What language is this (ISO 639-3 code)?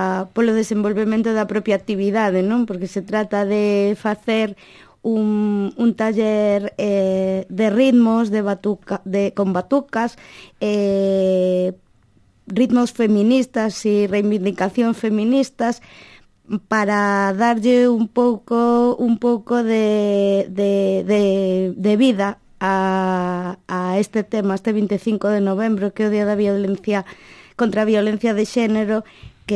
glg